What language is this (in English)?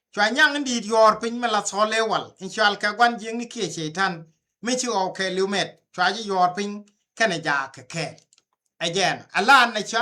Nuer